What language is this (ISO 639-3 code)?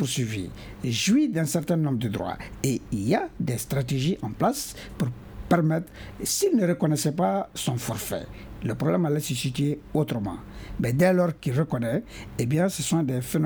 fra